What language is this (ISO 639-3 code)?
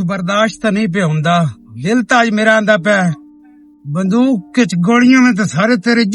lah